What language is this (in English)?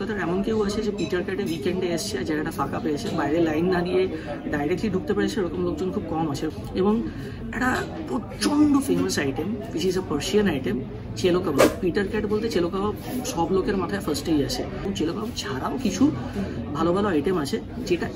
Bangla